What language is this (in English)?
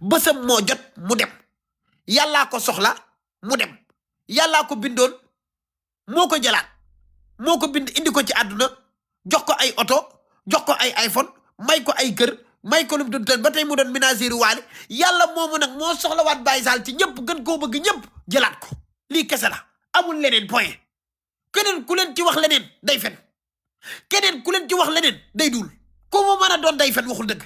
Wolof